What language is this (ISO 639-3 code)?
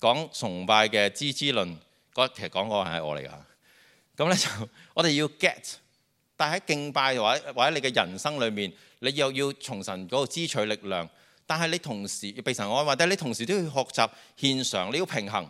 yue